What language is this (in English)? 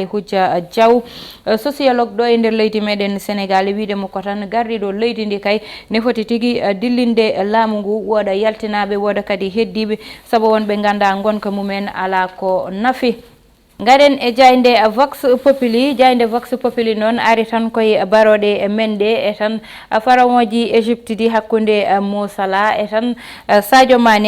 Fula